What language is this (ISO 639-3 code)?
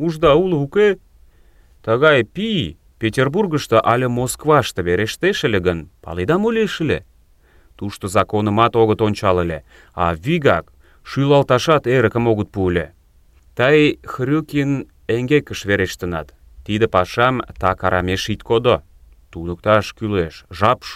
chm